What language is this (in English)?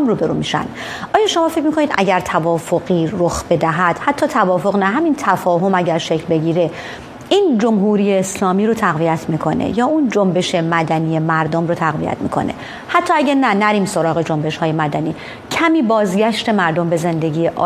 Persian